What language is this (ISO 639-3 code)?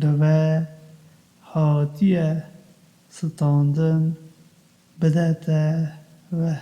kur